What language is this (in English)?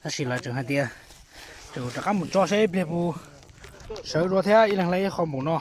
Hmong